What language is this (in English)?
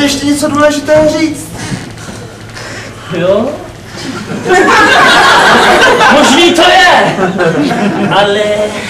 Czech